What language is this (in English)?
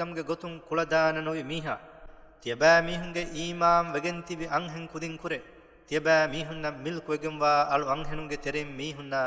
Divehi